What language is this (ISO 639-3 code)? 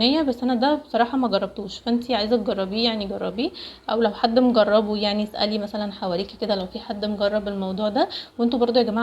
arz